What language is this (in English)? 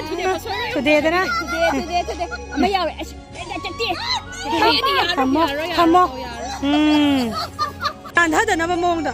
Manipuri